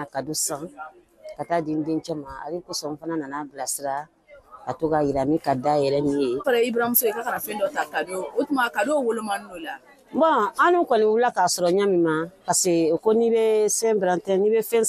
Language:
Bambara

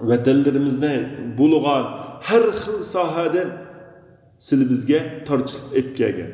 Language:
Uyghur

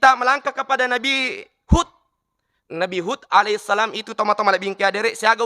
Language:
Buginese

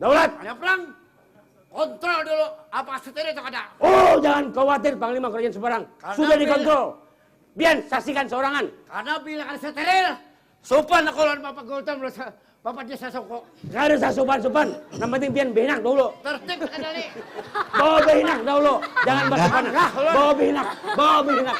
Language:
Banjar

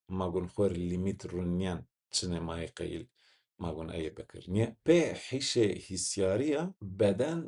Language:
Zaza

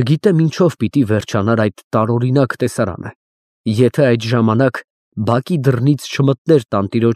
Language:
Armenian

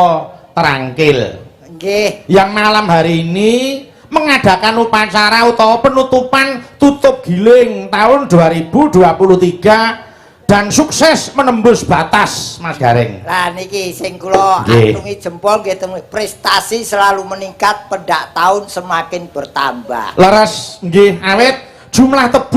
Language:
Javanese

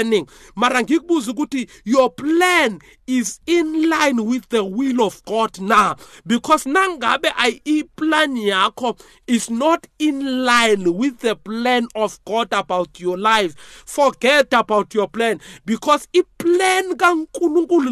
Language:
South Ndebele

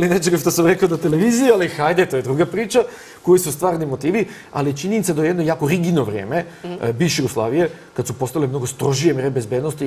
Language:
Serbian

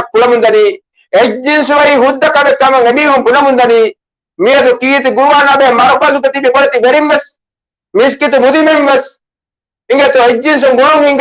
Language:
Divehi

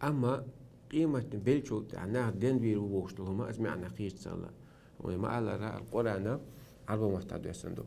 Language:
Chechen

